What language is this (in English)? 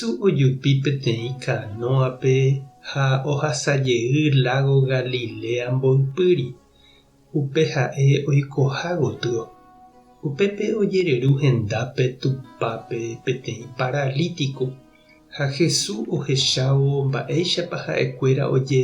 Guarani